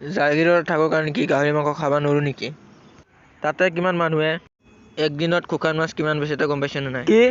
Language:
Assamese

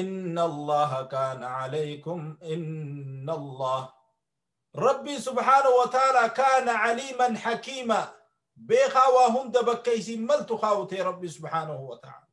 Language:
Oromo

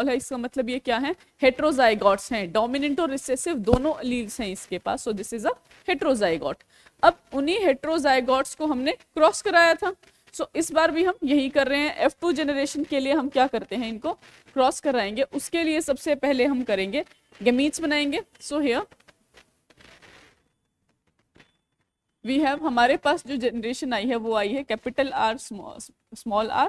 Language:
Hindi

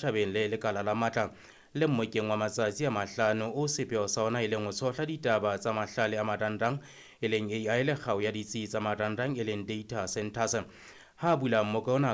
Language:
Southern Sotho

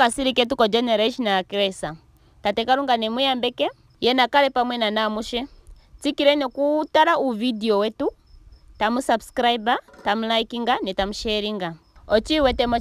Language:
Ndonga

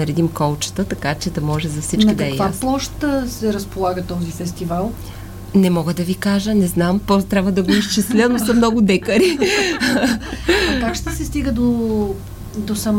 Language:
Bulgarian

